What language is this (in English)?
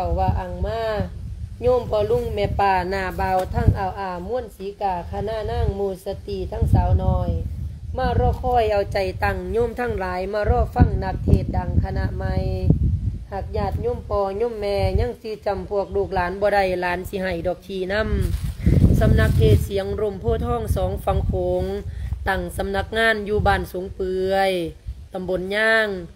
Lao